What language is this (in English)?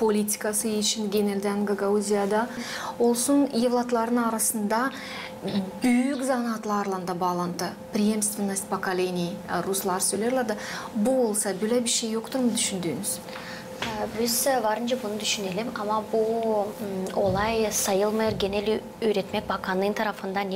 Gagauz